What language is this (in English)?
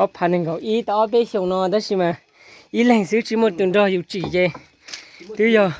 Hmong